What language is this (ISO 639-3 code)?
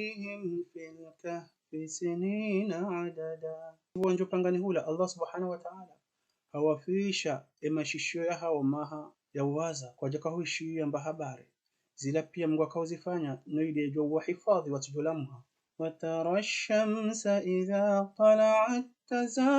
zdj